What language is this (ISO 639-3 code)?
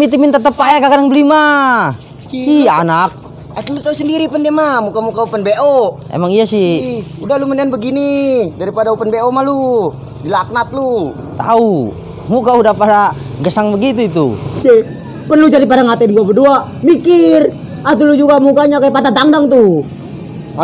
bew